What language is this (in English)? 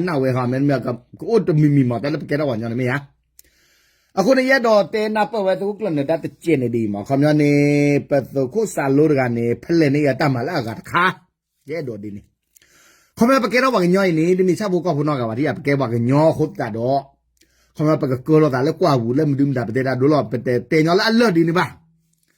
S'gaw Karen